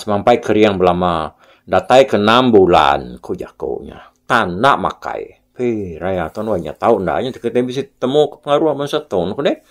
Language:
Iban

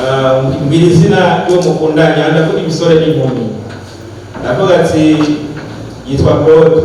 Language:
Rundi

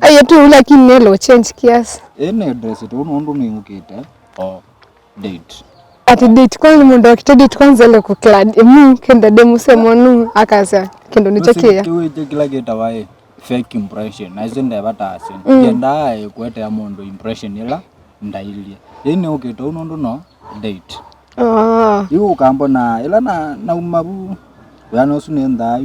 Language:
Kamba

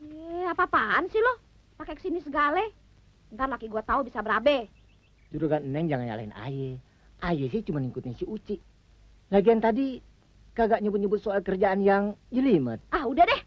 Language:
Betawi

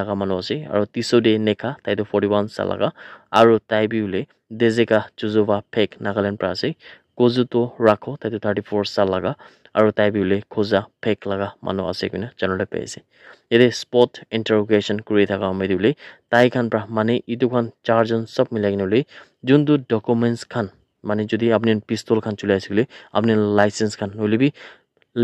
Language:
Naga Pidgin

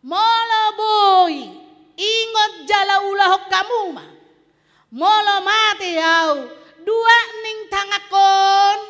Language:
Batak Toba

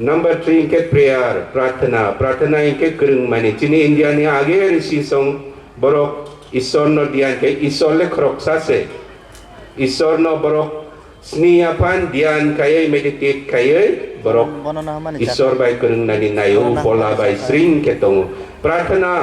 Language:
Kok Borok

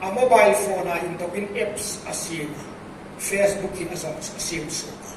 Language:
Hmar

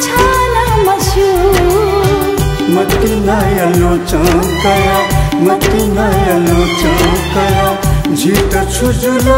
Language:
Newari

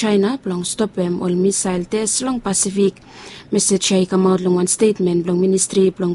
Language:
Bislama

